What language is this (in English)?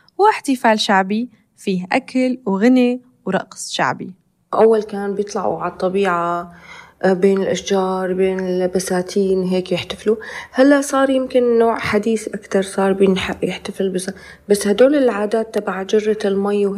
North Levantine Arabic